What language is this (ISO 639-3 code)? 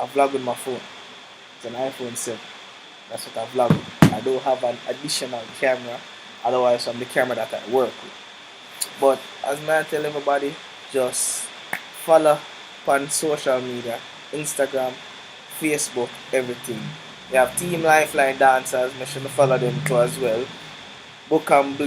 jam